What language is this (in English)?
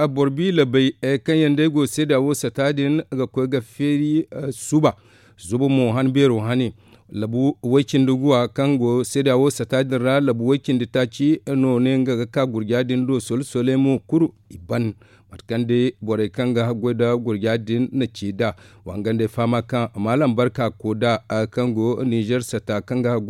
Zarma